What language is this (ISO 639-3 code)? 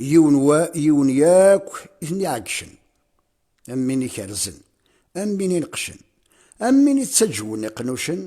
kab